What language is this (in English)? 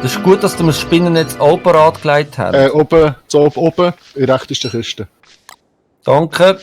Swiss German